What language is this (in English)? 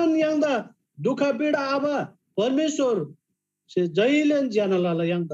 Eastern Tamang